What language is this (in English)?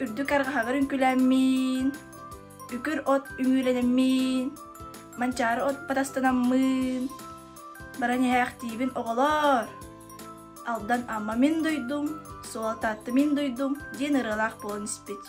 Yakut